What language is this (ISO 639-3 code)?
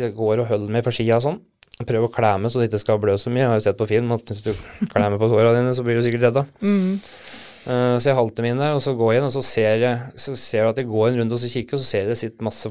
nor